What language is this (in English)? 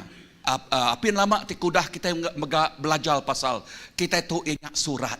Iban